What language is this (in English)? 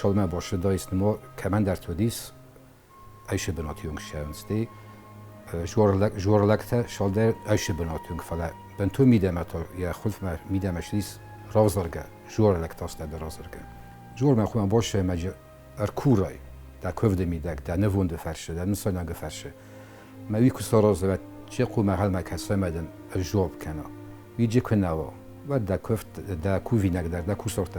Ossetic